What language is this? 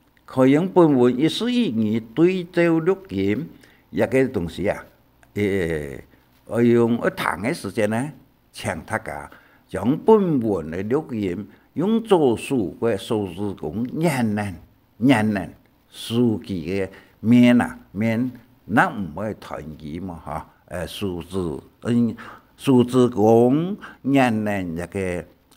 Hakka Chinese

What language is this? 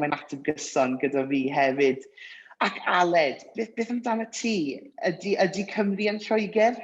Welsh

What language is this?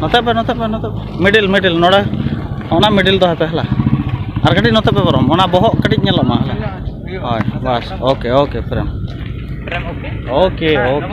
Santali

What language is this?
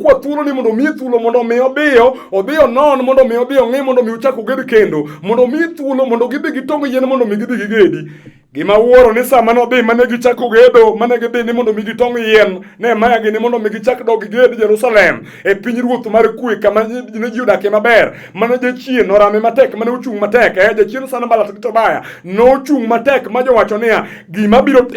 Luo (Kenya and Tanzania)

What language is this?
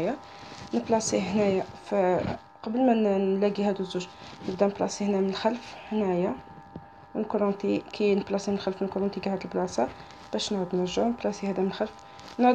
Algerian Arabic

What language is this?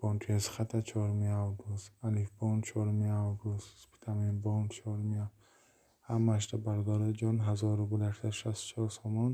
Tajik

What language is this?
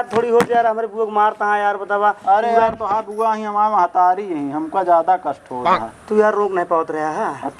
Awadhi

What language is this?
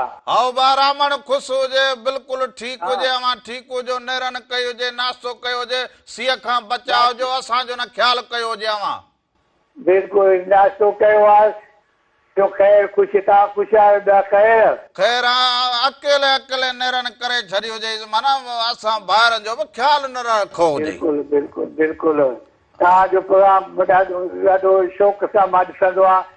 Sindhi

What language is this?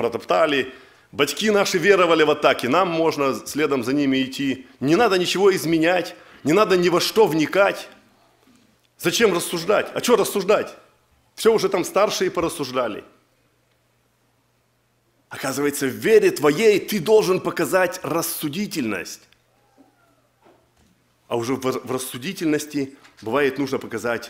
Russian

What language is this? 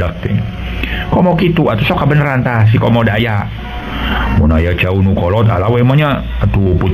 Sundanese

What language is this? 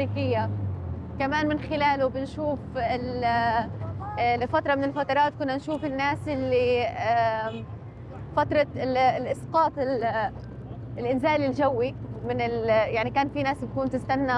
North Levantine Arabic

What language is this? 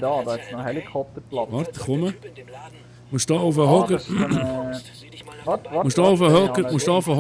Swiss German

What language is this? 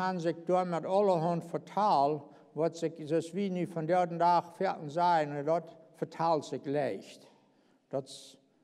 Plautdietsch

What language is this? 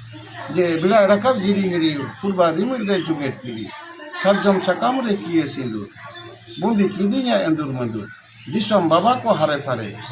Santali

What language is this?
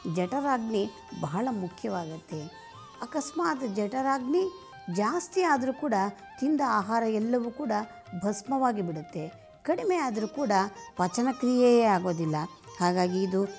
Kannada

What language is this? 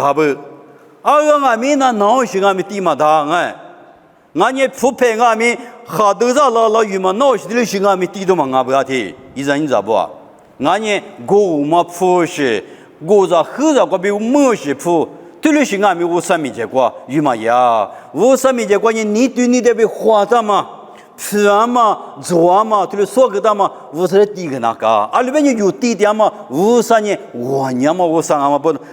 Lisu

